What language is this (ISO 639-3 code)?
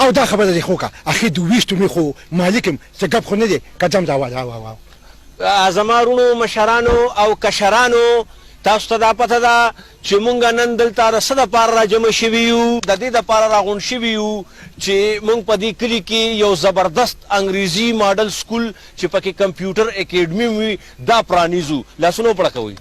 pus